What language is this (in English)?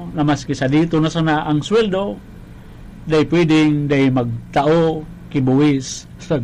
Bikol